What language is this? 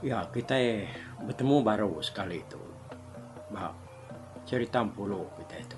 Iban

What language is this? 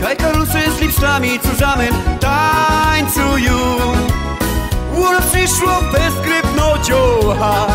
Silesian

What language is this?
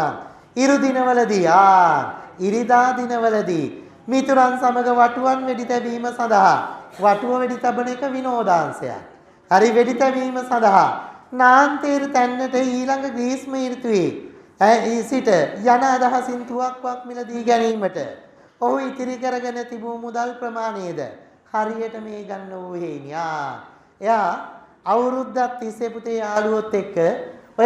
Sinhala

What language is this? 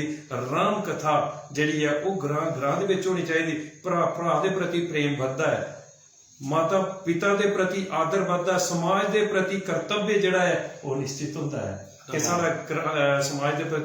Dogri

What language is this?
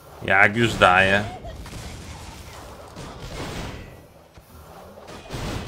Polish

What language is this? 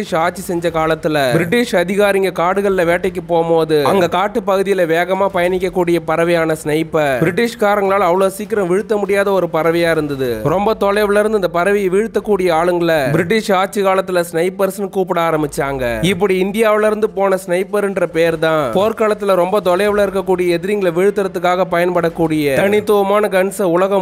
Tamil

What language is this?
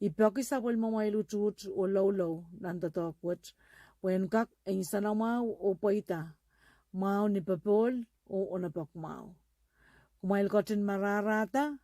Pohnpeian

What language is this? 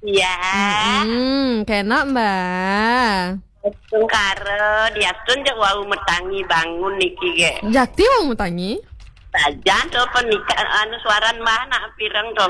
Balinese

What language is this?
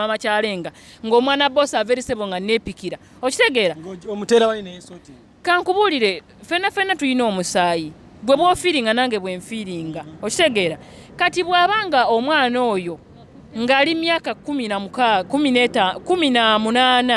Ganda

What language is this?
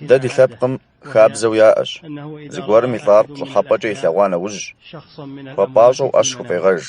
Kabardian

